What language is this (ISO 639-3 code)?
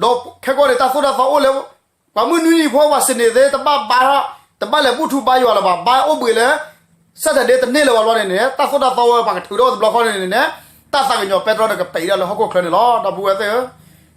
ksw